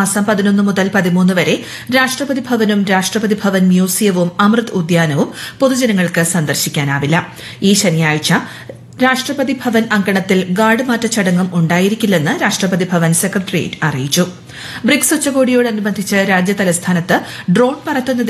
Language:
Malayalam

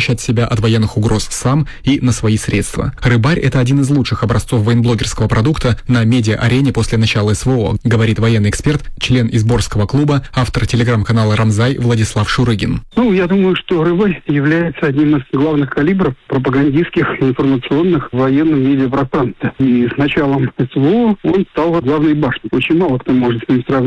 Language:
Russian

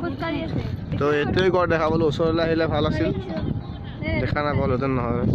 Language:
Assamese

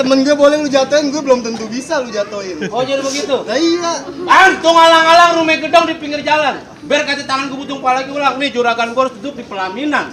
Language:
Betawi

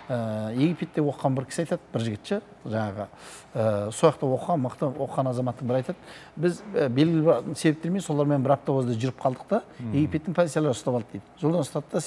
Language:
Kazakh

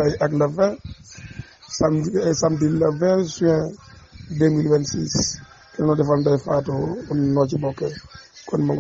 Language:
Wolof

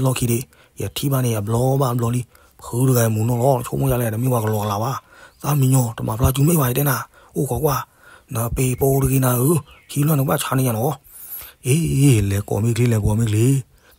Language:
S'gaw Karen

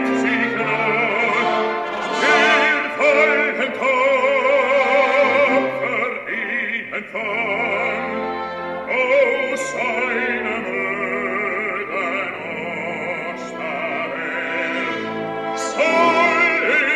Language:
German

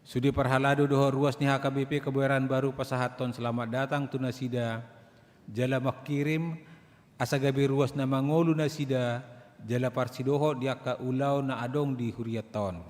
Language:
Batak Toba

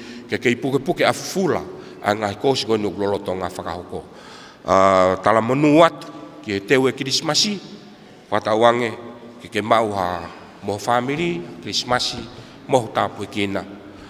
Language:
Tongan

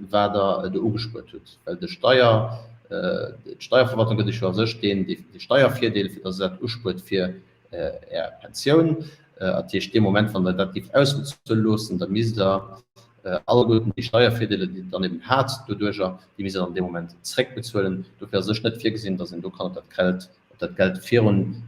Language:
Luxembourgish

